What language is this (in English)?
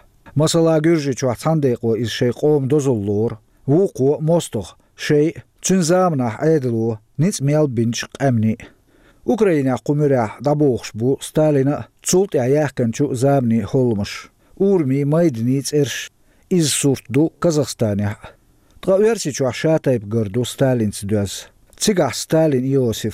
Chechen